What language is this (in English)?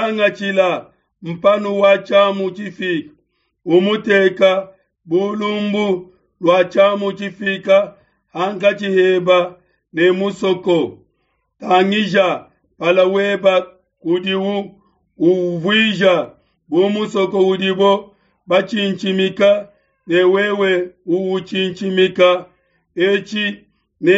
Luba-Lulua